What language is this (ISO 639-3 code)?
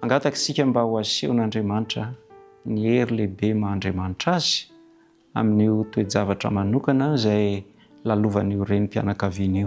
mlg